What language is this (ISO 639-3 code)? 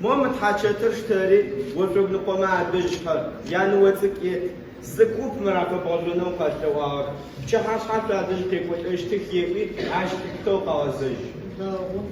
ady